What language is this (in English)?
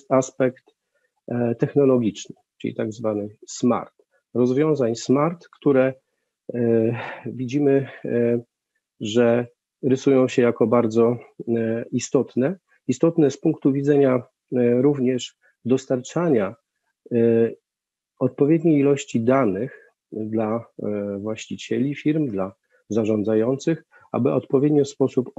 Polish